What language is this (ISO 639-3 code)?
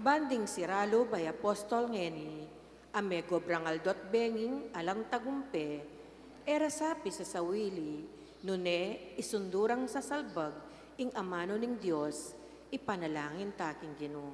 pam